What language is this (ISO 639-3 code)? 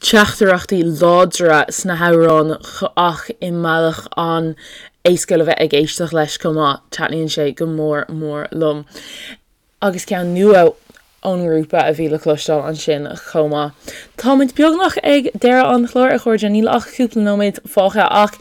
gle